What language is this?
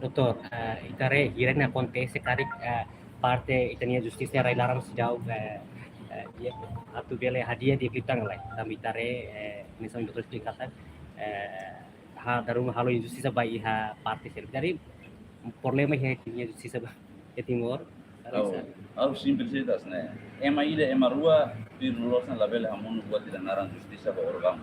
Tetum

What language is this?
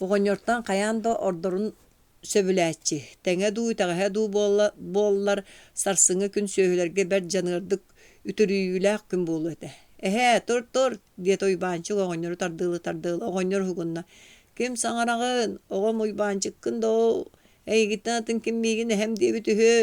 Yakut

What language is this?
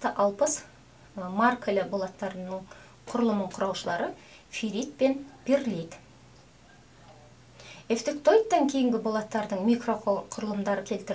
Kazakh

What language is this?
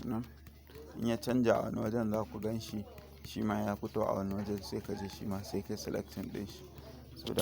Hausa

